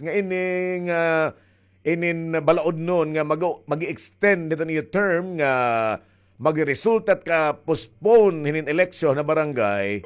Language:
Waray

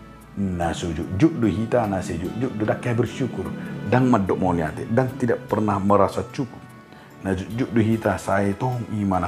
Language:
Batak Toba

